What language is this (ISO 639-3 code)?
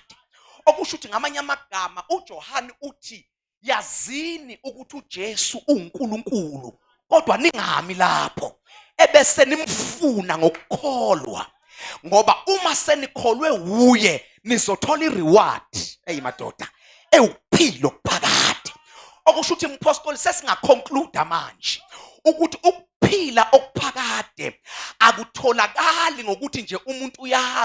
zul